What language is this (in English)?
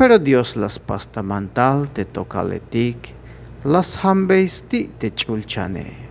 Tzeltal